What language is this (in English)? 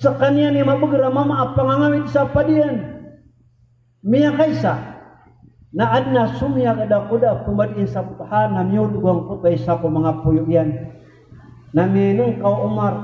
Maranao